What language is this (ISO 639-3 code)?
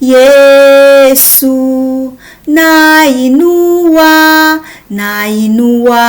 kin